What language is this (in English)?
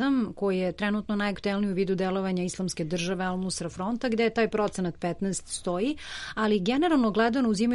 Serbian